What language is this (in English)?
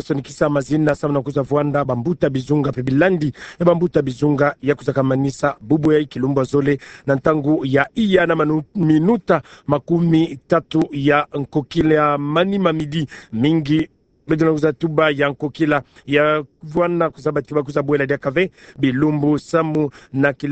Kituba (Democratic Republic of Congo)